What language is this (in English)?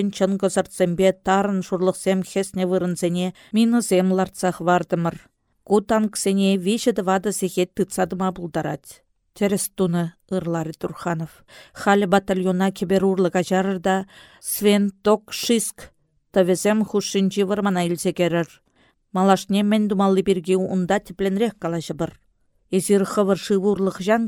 Chuvash